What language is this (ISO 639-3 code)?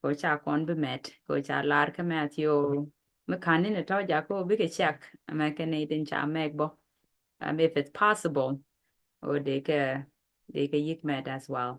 nus